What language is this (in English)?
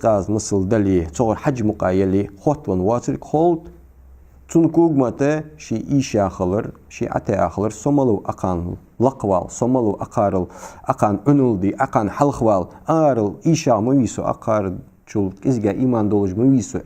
Ingush